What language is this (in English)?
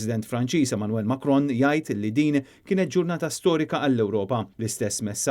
Maltese